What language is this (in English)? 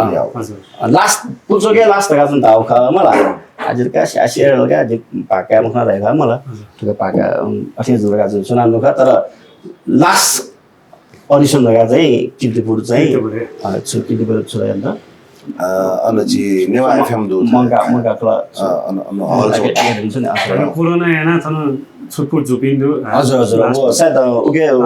Newari